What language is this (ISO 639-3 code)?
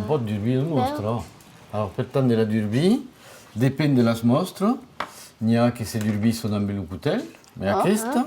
oci